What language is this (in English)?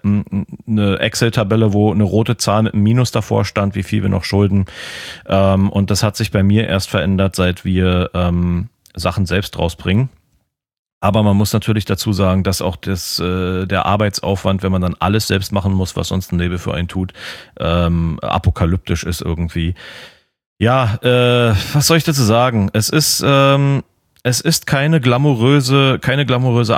German